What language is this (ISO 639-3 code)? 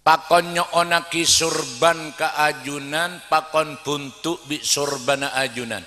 mad